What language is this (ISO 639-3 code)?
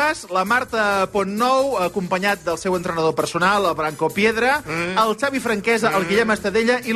cat